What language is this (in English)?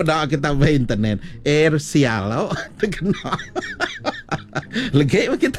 Malay